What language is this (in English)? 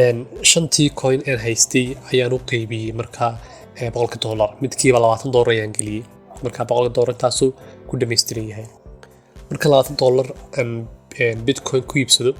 Somali